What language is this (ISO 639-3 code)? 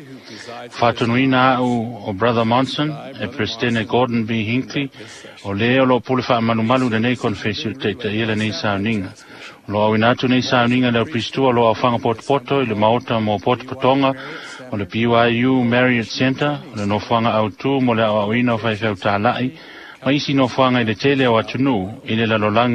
smo